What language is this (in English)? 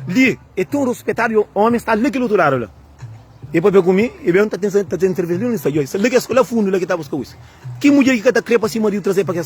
Kabuverdianu